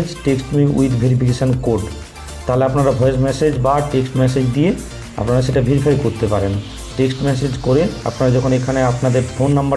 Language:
Bangla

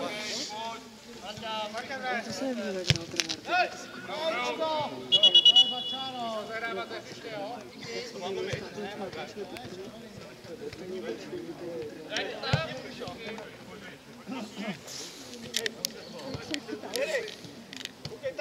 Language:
Czech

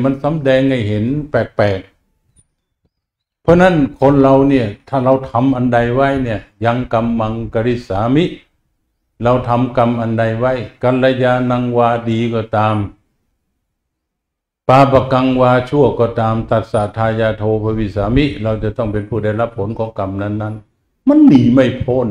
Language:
Thai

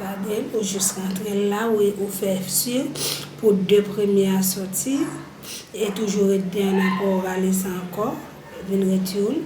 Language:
Haitian Creole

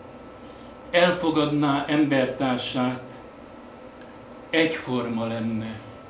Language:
Hungarian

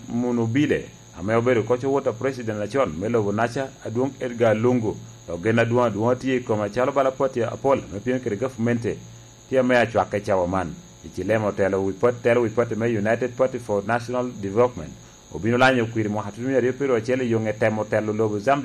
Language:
Lango (Uganda)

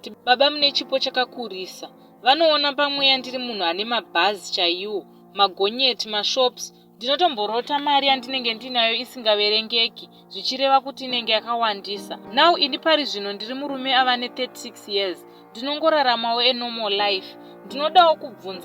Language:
Shona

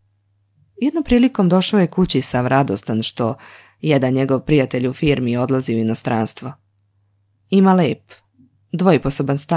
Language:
Serbian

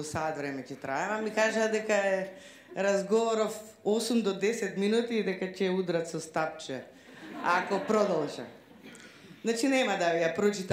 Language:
Macedonian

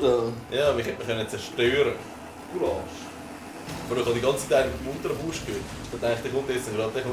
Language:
Swiss German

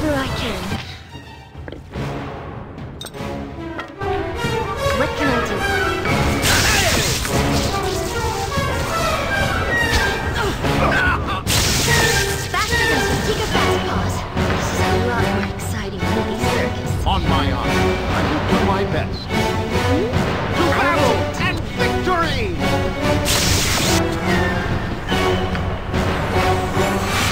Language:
English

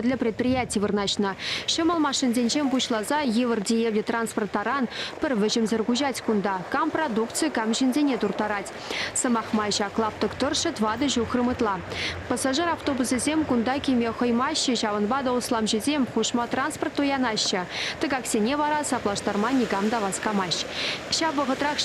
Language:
Chuvash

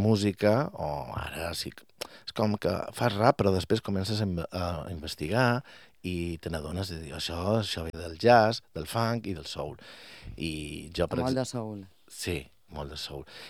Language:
Catalan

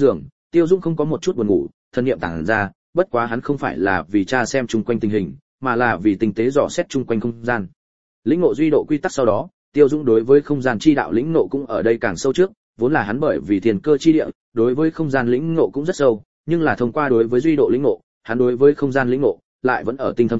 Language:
Vietnamese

